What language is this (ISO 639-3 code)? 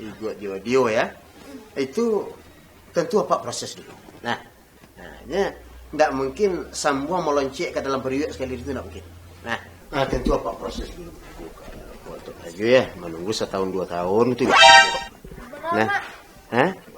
min